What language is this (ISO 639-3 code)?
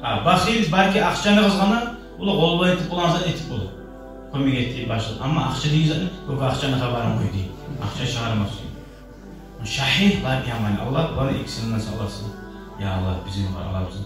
kum